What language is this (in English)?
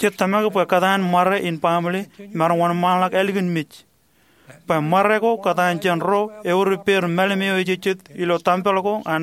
Marshallese